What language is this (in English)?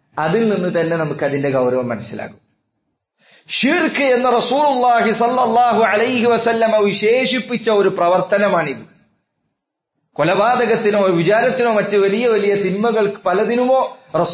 Malayalam